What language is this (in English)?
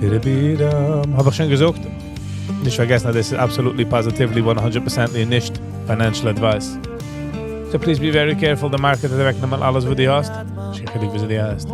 Yiddish